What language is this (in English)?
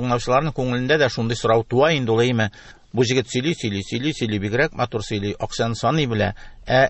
Tatar